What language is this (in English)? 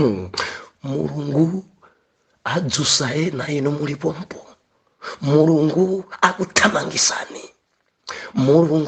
Nyanja